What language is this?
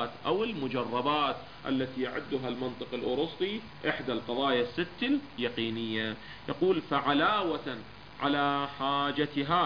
Arabic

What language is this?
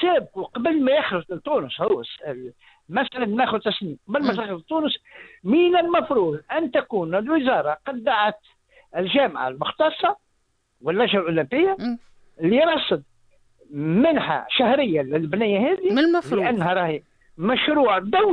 Tunisian Arabic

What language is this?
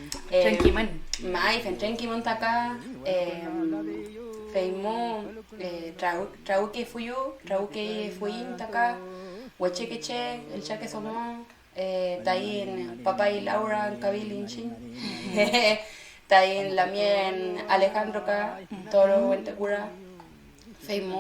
Mapuche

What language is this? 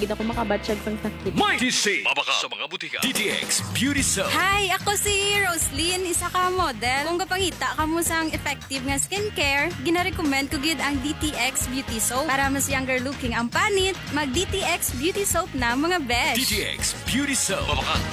Hiligaynon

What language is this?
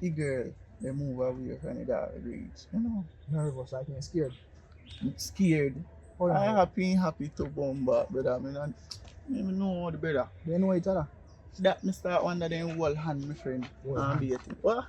Jamaican Creole English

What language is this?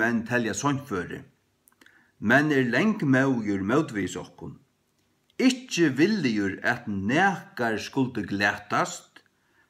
Faroese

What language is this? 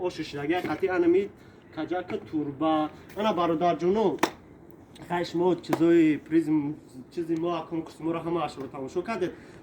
Tajik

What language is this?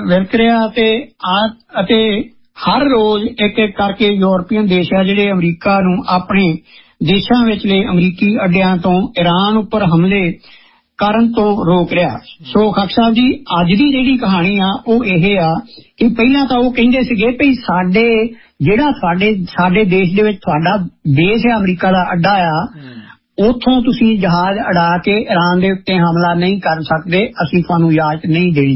Punjabi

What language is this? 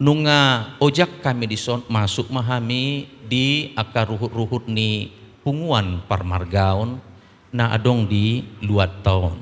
Batak Toba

